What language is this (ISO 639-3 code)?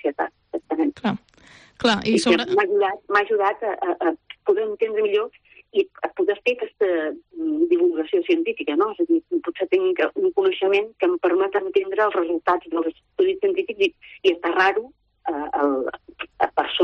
cat